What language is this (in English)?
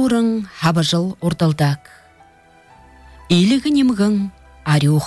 Buriat